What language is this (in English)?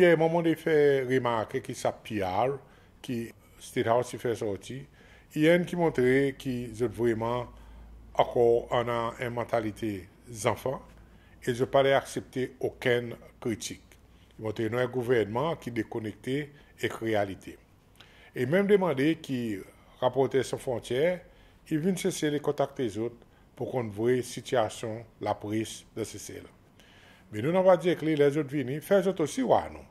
Seselwa Creole French